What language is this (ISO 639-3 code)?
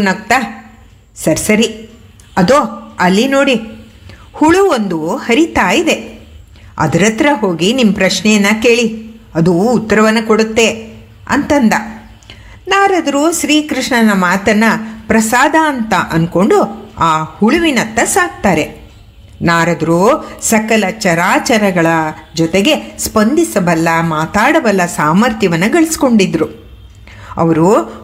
kan